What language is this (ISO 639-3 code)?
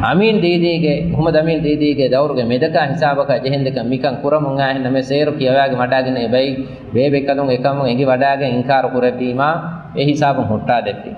div